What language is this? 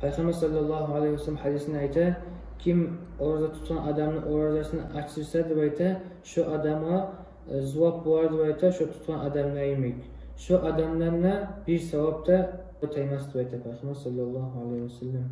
Kumyk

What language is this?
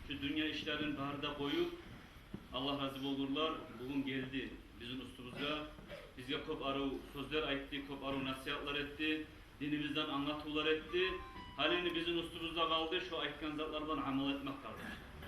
Kumyk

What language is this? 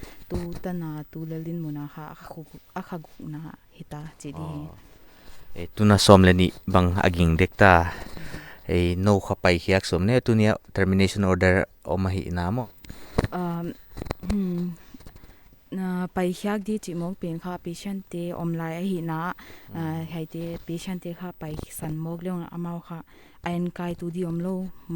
Paite Chin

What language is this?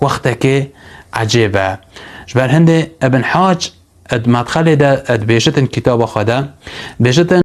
Kurdish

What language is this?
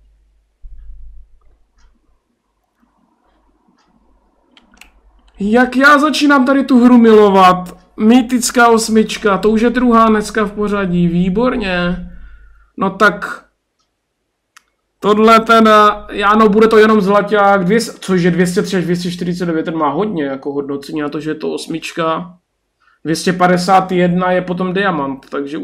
Czech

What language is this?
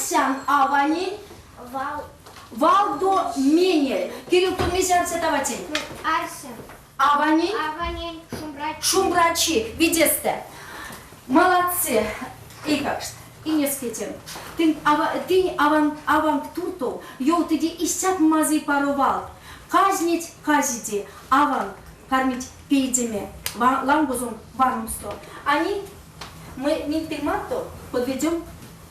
Erzya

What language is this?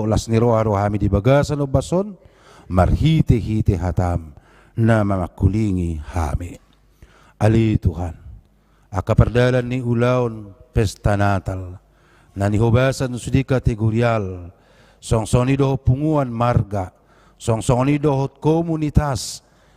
Batak Toba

